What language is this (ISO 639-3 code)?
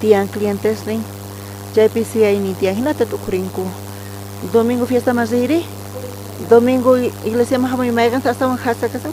quh